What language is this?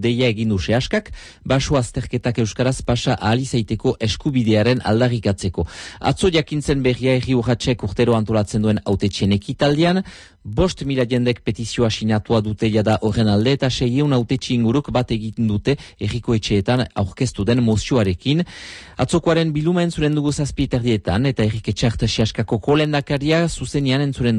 Basque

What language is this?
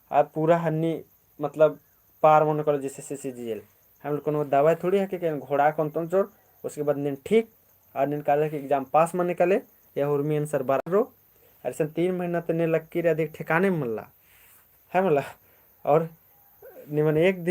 Kurukh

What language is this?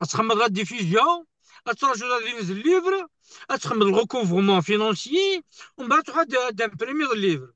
Kabyle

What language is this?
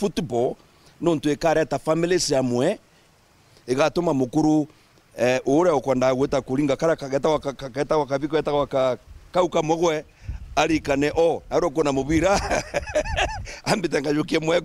Meru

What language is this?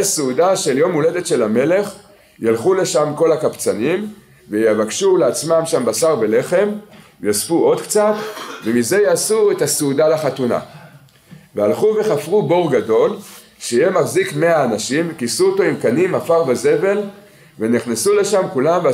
Hebrew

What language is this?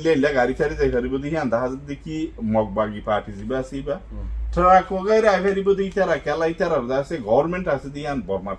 Rohingya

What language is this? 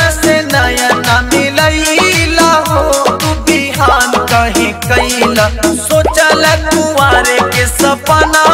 Bhojpuri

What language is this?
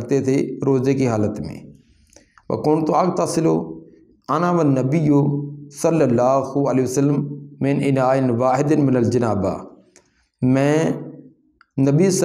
Urdu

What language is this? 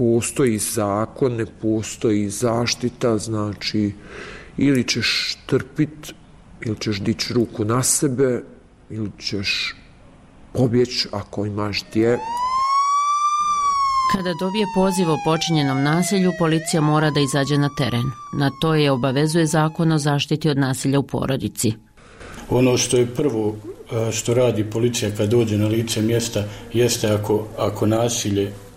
Bosnian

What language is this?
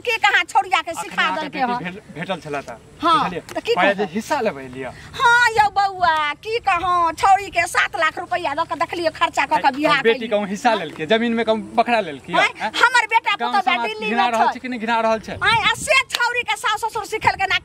Maithili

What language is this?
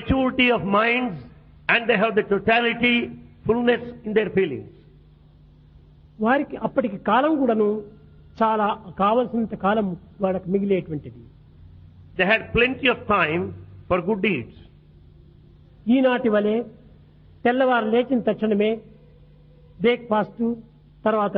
Telugu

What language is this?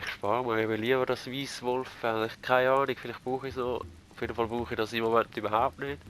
Swiss German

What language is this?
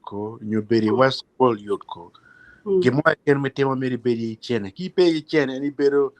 Acoli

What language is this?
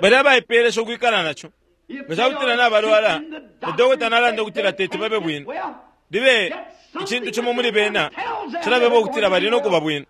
Bemba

